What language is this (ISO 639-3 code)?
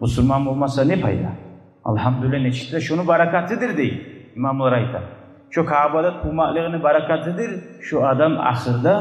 kum